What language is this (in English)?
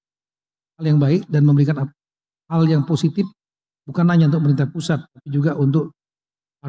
Indonesian